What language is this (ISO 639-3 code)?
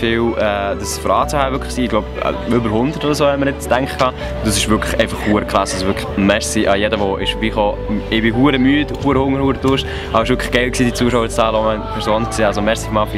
gsw